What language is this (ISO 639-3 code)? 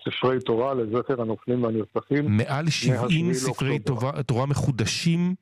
heb